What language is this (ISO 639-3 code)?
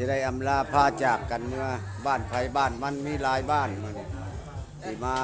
lao